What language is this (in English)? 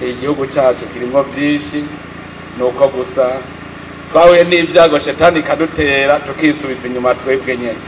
Rundi